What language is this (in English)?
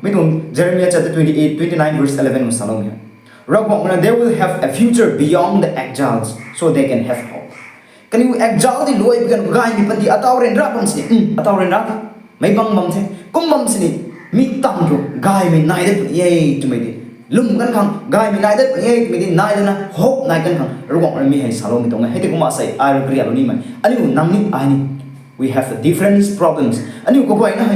Rongmei Naga